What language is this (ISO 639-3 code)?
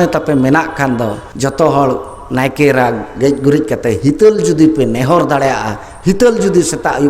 sat